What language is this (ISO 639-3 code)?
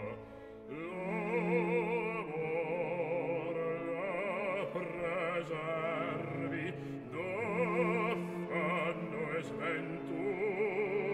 ita